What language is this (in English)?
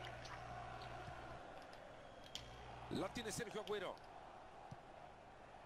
Spanish